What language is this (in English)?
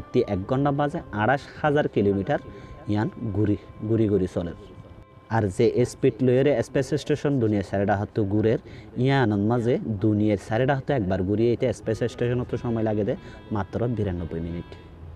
Rohingya